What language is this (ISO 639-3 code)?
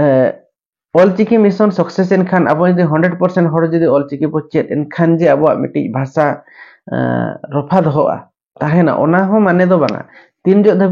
sat